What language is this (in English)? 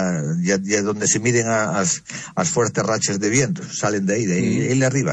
Galician